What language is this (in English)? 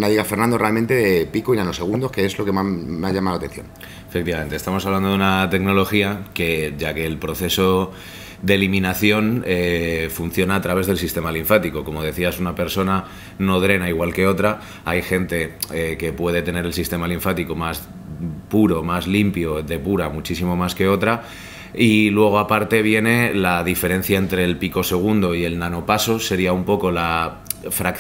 Spanish